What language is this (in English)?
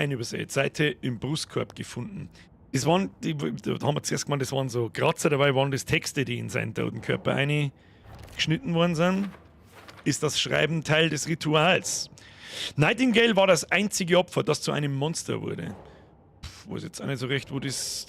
Bavarian